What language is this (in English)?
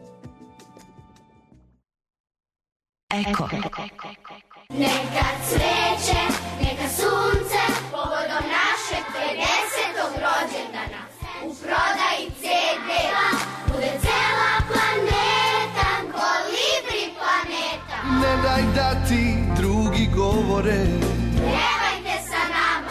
Serbian